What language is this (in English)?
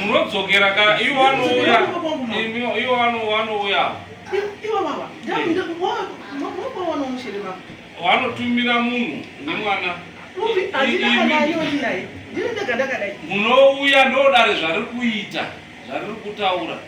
Shona